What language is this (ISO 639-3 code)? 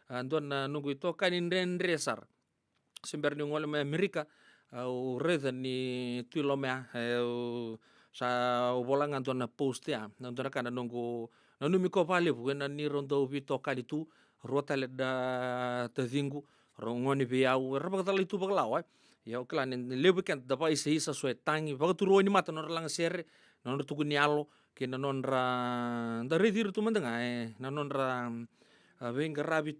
fij